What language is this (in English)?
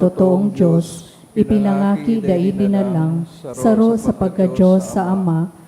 Bikol